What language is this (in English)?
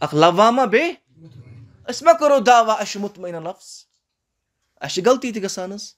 Kashmiri